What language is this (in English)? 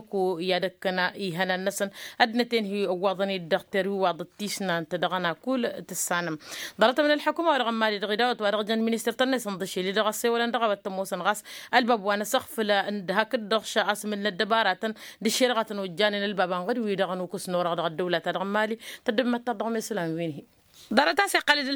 Tamasheq